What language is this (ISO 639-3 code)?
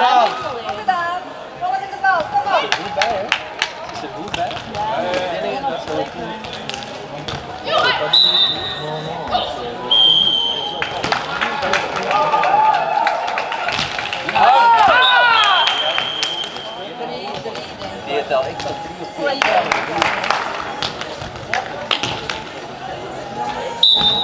nld